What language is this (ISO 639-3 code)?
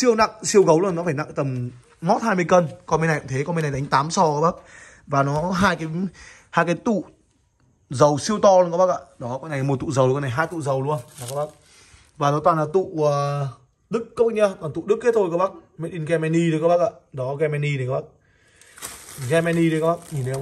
vie